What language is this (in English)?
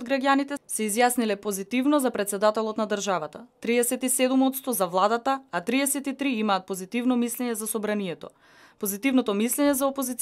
Macedonian